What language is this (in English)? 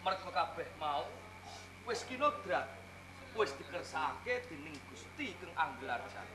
Javanese